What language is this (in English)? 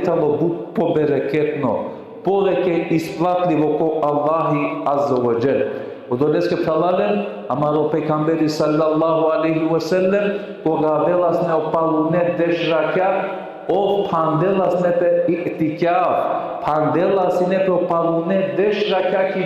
Balkan Romani